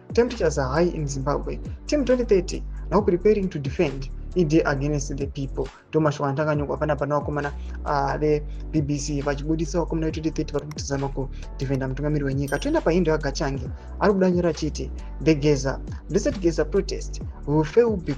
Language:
Shona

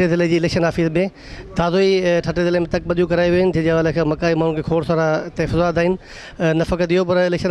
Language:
Sindhi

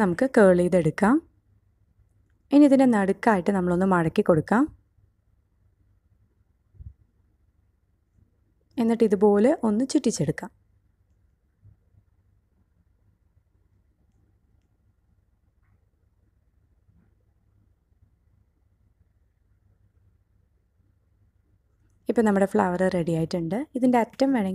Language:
Malayalam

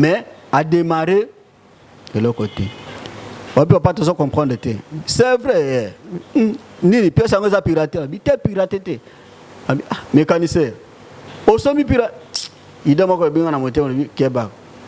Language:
Lingala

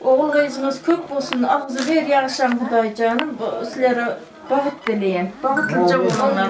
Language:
Turkmen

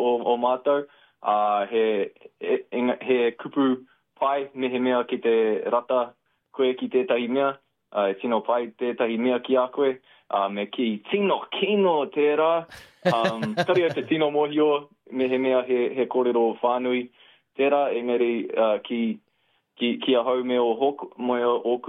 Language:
Māori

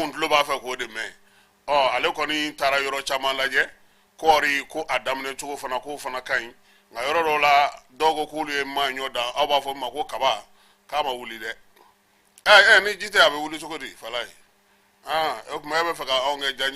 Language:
Bambara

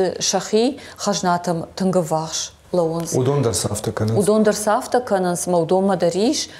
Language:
Ossetic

